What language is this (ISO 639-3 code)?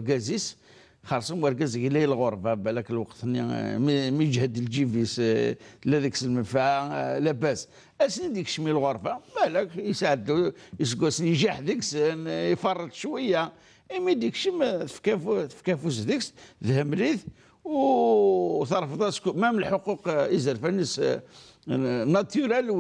kab